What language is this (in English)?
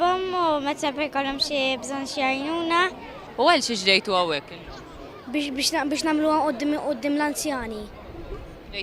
Maltese